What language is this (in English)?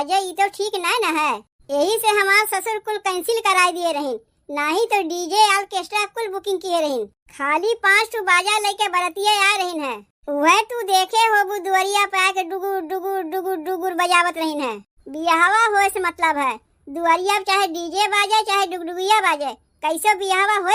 Awadhi